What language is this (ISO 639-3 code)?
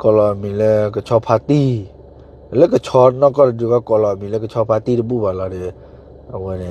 ksw